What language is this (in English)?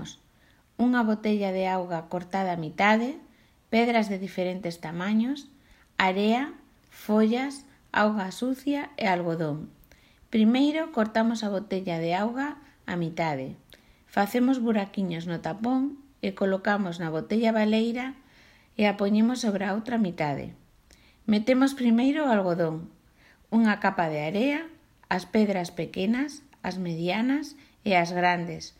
Galician